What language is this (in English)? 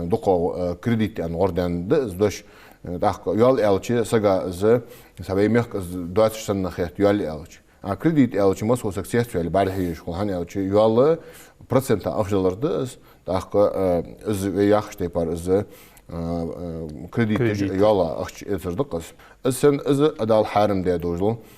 Ingush